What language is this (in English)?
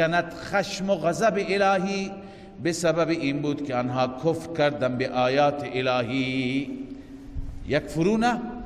Persian